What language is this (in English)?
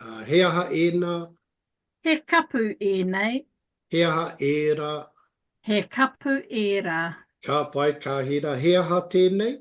Māori